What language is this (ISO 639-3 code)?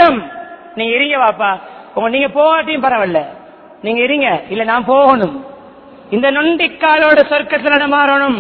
tam